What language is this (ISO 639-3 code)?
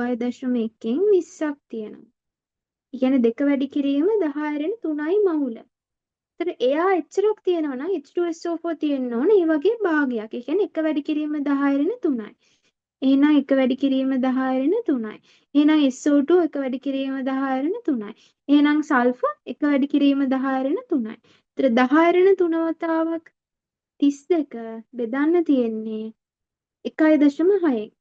sin